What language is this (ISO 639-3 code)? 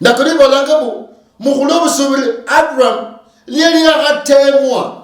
luy